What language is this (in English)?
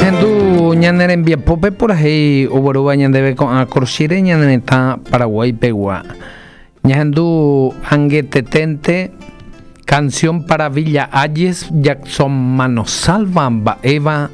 Guarani